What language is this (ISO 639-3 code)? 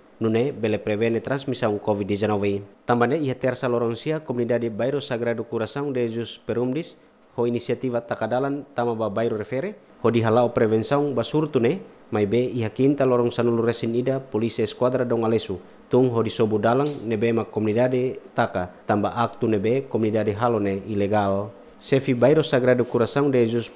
tet